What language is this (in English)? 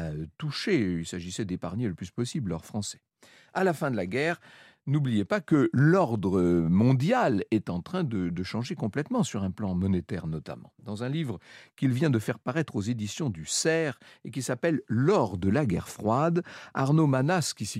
French